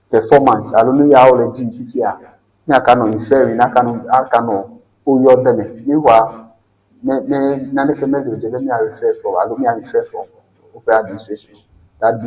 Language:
Ewe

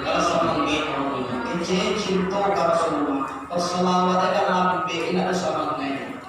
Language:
Minangkabau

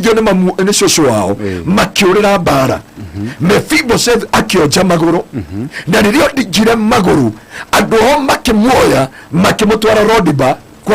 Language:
Kikuyu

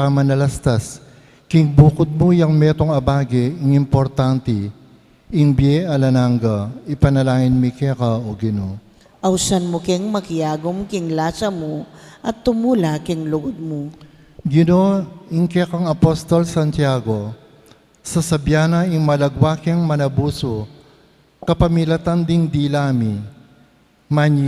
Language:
Pampanga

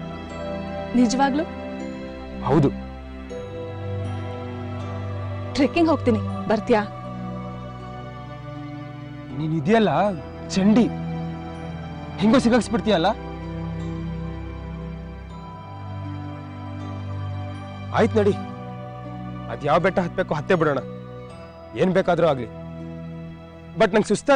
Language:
Kannada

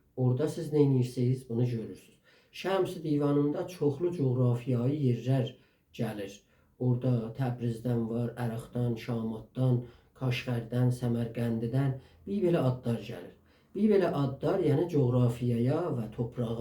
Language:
South Azerbaijani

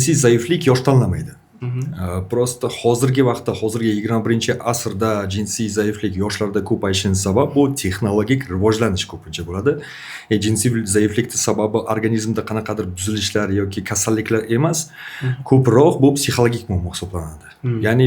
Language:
Uzbek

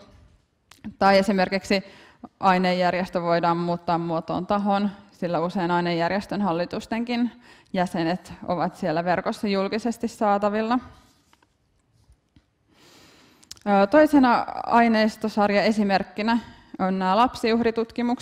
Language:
Finnish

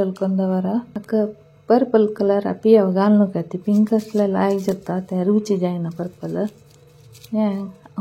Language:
Konkani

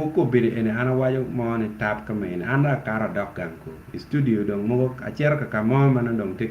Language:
Acoli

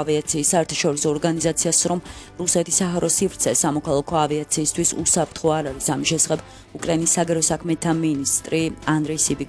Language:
Georgian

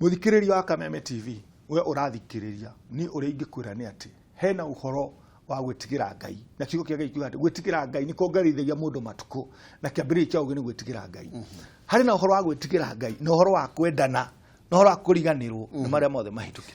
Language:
Kikuyu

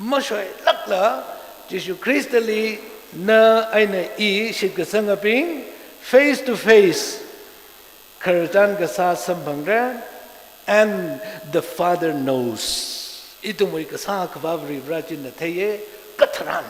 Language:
Tangkhul Naga (India)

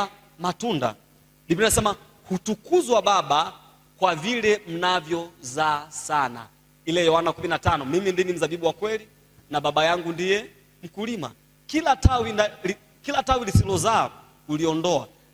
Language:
Swahili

